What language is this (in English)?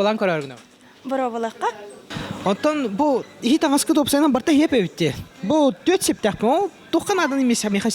Yakut